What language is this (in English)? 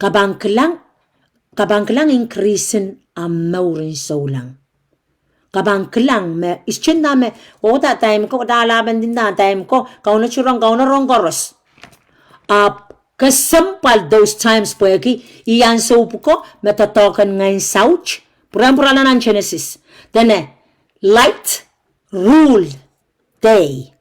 Pohnpeian